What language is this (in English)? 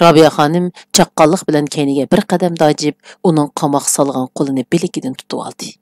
Uyghur